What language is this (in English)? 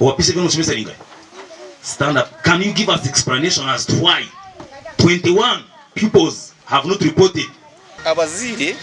Nyankole